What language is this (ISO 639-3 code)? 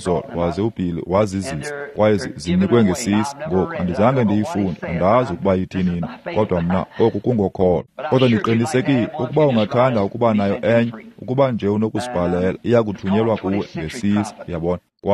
xho